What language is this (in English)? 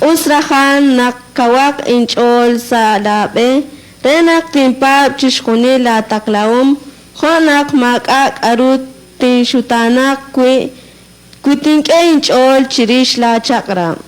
Kekchí